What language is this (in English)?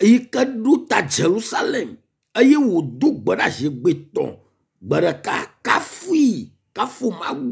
Ewe